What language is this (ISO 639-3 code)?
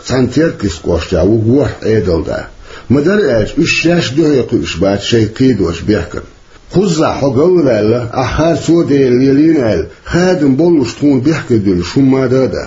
che